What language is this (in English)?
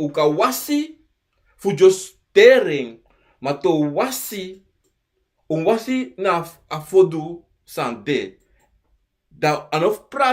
Sranan Tongo